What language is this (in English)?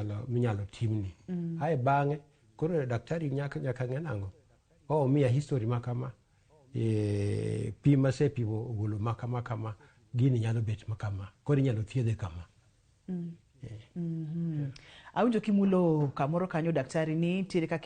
Luo (Kenya and Tanzania)